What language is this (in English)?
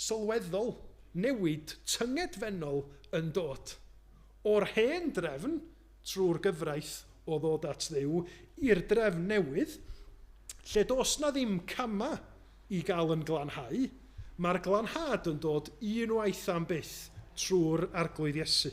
Welsh